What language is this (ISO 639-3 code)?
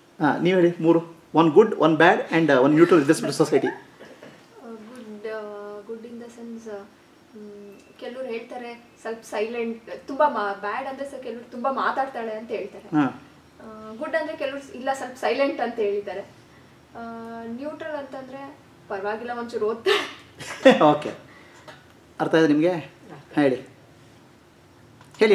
kan